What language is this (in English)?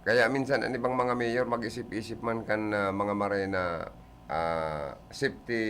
Bikol